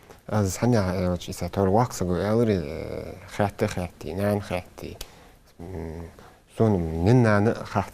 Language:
Ingush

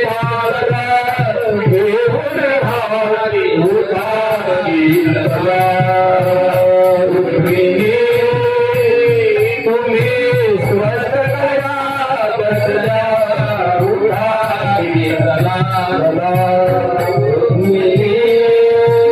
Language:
Marathi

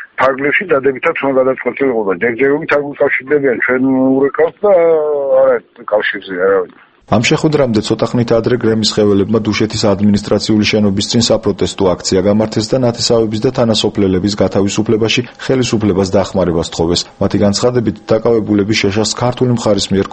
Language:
Georgian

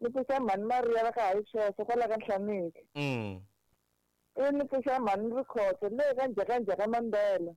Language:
Tsonga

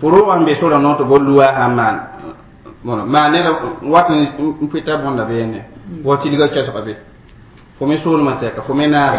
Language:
Mossi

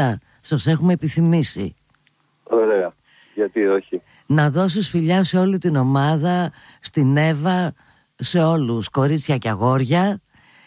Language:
Greek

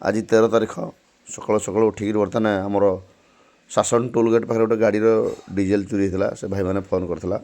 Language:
Odia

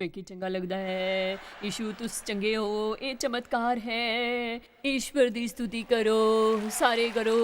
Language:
Dogri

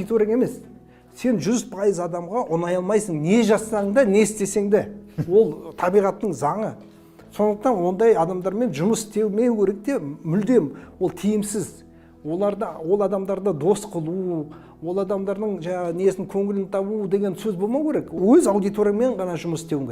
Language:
Kazakh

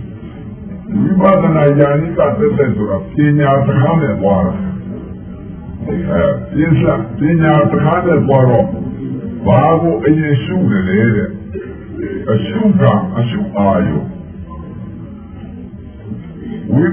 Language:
Burmese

